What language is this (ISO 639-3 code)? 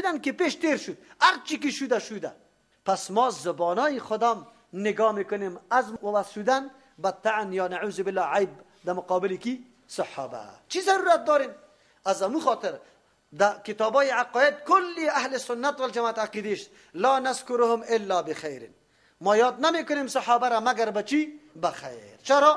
fas